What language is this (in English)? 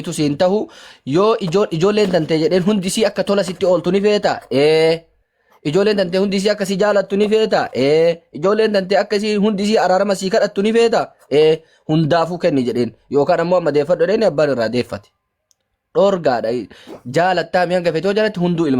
Oromo